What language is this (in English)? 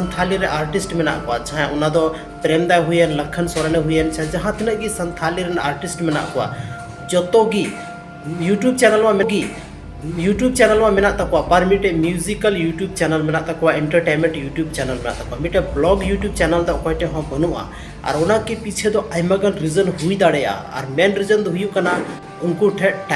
Santali